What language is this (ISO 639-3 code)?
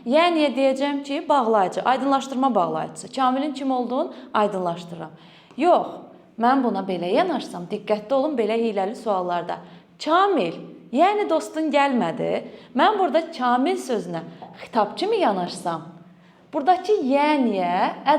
aze